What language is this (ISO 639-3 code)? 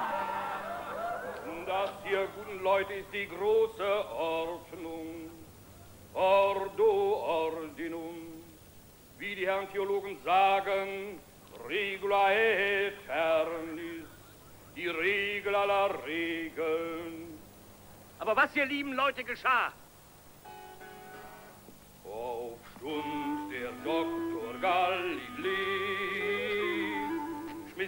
deu